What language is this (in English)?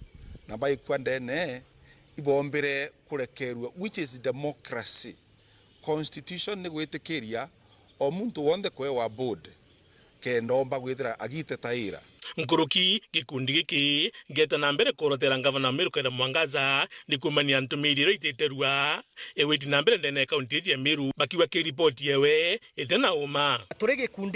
Meru